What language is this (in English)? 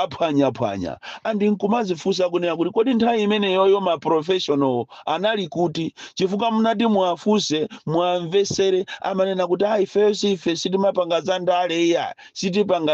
Nyanja